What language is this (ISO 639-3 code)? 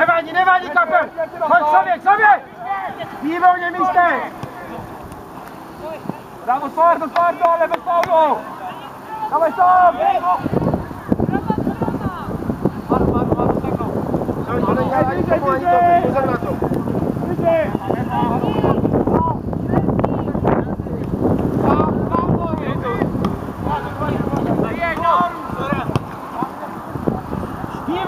ces